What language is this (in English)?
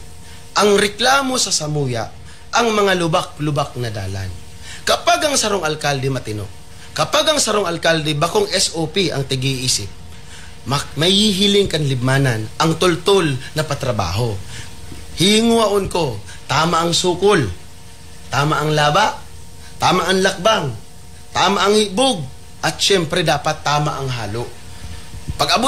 Bikol